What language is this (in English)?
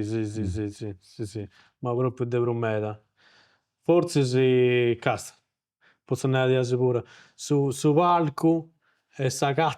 Sardinian